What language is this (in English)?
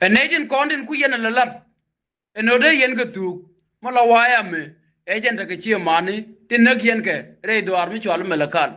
Nuer